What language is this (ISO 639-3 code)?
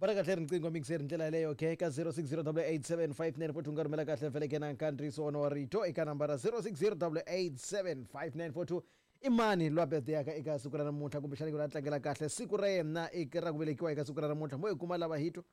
tso